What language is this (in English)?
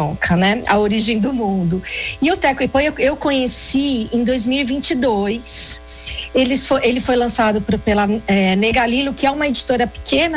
Portuguese